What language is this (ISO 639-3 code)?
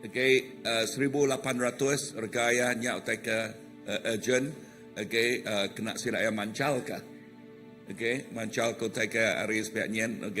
iba